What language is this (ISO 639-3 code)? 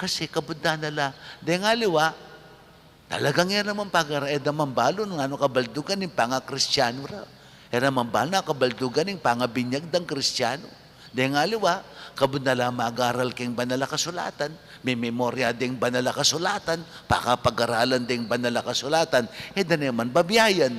pam